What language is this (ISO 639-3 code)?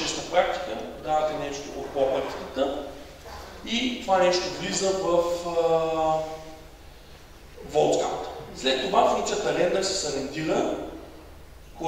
bul